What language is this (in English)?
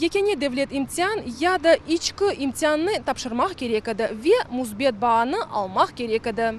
Crimean Tatar